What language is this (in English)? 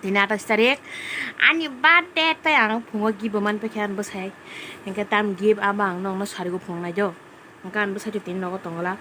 Kok Borok